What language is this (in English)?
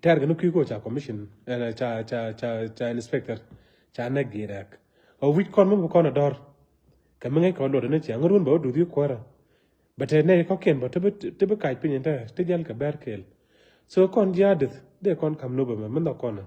Nuer